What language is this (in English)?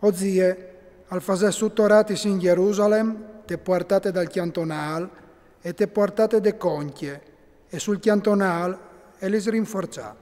Friulian